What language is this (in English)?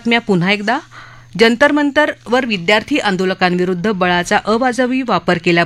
Marathi